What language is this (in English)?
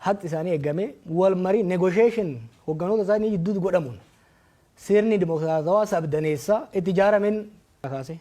Oromo